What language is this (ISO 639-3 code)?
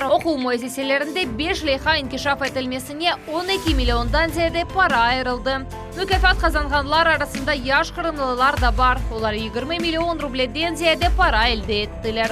crh